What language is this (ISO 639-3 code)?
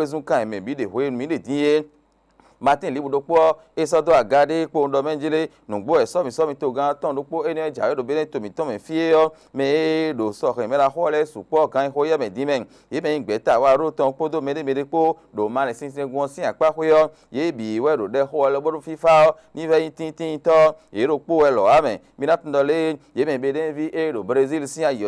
fon